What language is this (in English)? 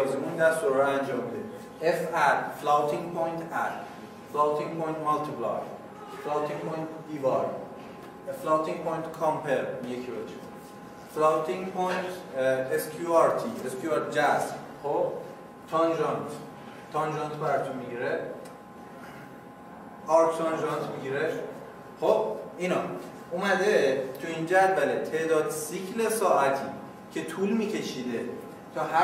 Persian